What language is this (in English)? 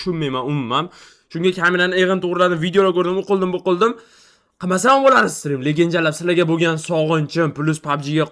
Uzbek